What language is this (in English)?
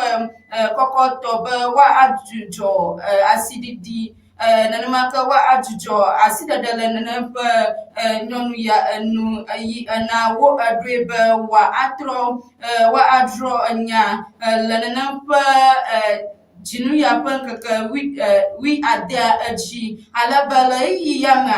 Ewe